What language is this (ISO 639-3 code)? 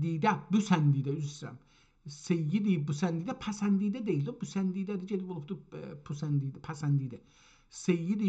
azb